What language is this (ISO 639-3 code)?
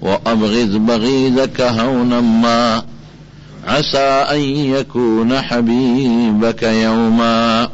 pus